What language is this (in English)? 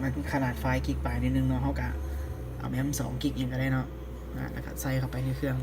Lao